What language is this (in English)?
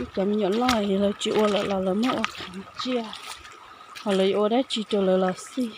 Hmong